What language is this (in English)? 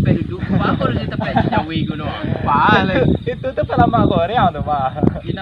Minangkabau